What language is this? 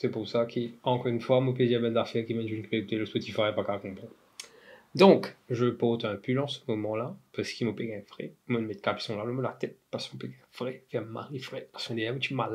Morisyen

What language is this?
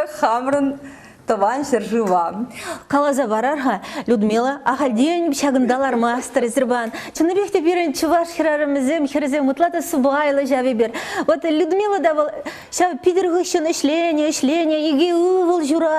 Chuvash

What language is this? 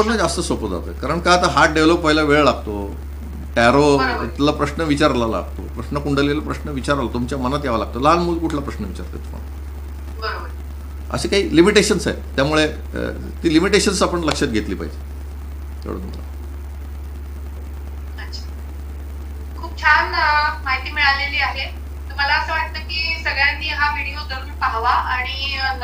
Marathi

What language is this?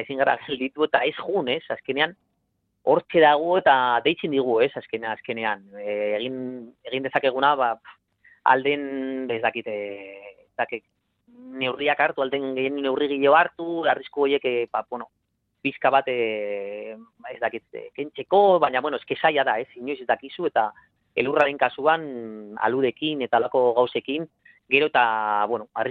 Basque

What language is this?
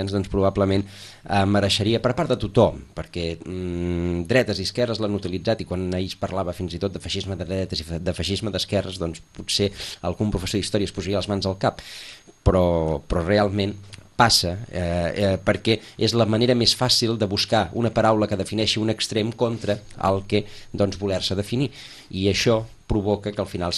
Catalan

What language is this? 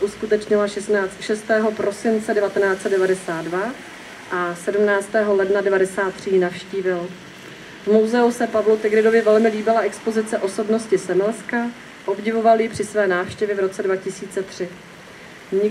Czech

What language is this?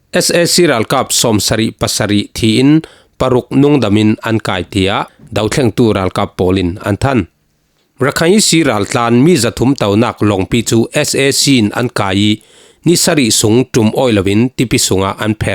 Falam Chin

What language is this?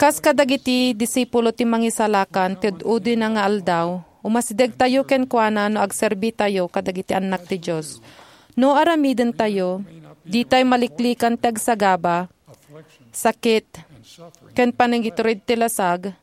Iloko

